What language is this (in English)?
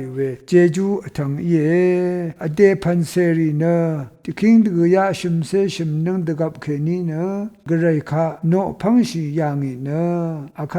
Rawang